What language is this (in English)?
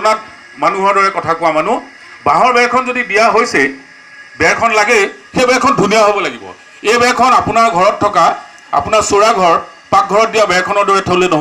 Assamese